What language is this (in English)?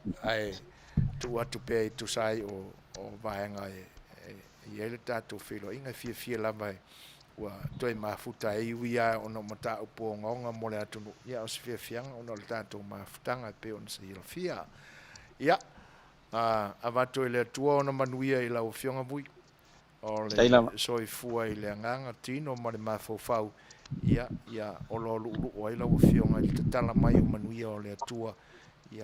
Samoan